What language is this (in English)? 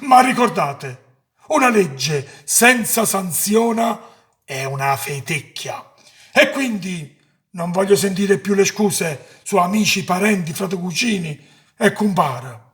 Neapolitan